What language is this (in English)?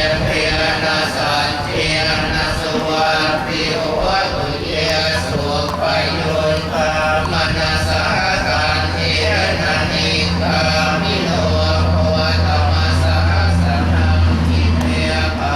Pali